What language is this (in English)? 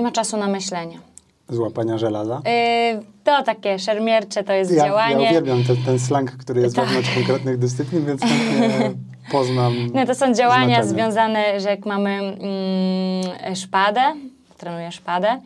Polish